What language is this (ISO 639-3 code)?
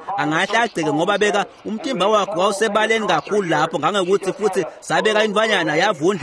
ssw